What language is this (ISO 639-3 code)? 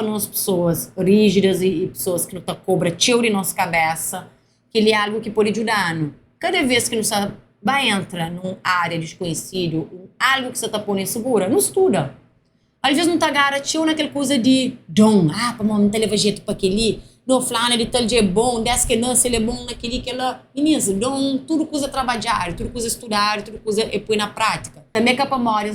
kea